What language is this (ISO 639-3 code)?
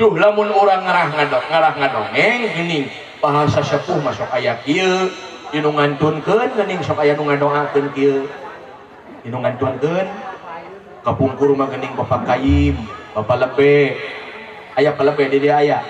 sun